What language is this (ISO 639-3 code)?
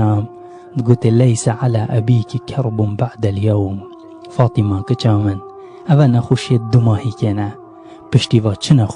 kur